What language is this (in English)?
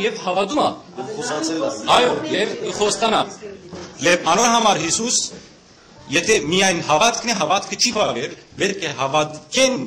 Western Armenian